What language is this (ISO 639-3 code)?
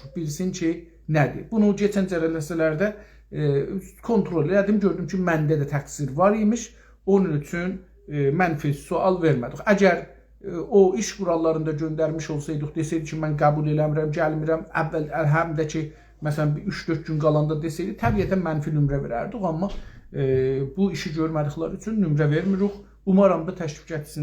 azb